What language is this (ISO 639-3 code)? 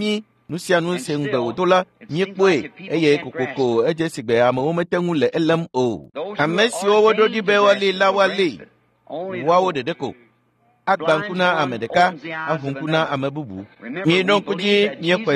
ewe